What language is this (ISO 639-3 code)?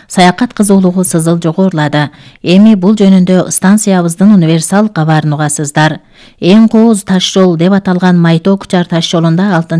kir